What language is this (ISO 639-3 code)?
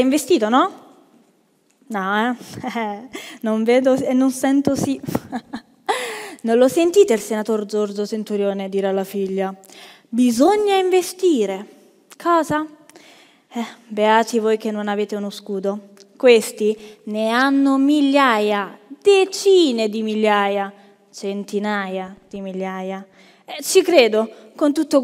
ita